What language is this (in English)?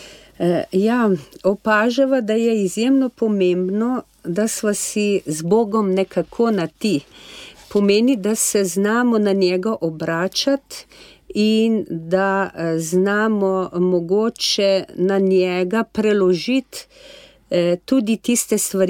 Slovenian